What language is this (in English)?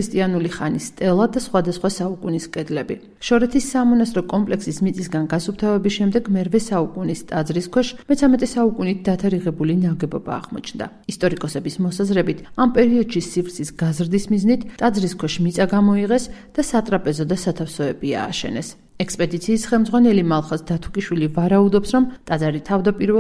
Georgian